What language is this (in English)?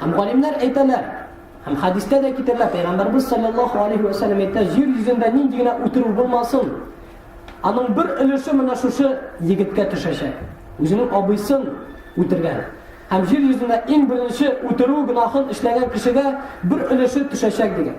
Tatar